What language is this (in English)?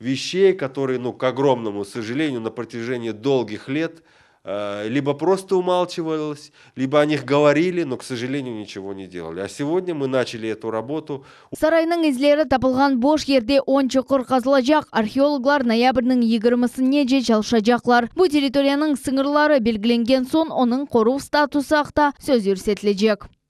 Crimean Tatar